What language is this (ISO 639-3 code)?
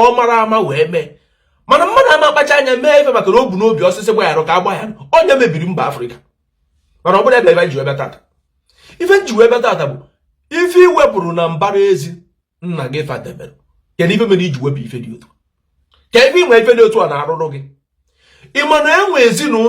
ibo